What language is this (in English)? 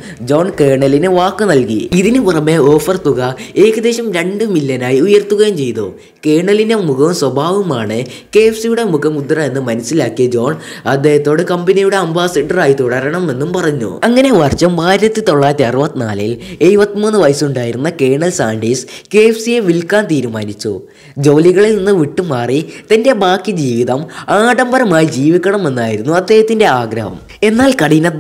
Malayalam